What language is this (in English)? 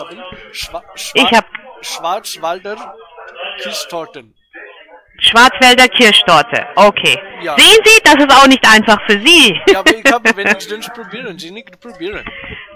German